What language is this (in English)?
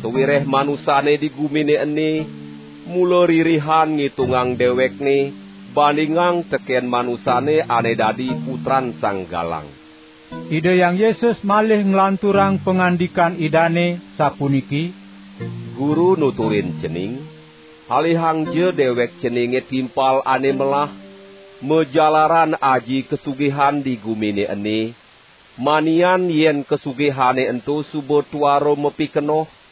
Balinese